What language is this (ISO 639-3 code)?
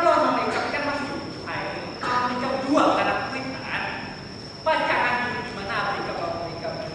bjn